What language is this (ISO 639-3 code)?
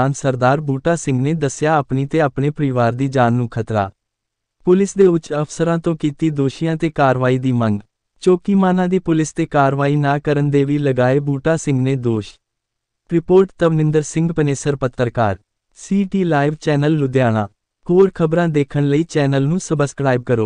pan